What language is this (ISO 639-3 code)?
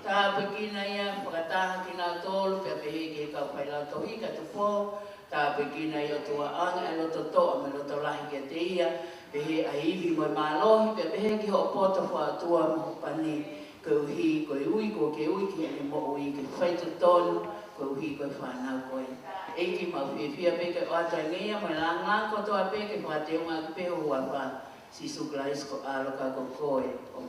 ton